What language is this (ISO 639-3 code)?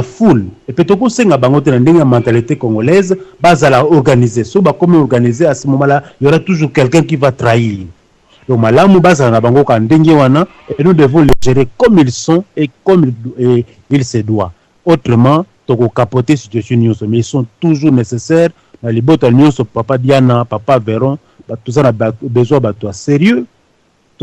lin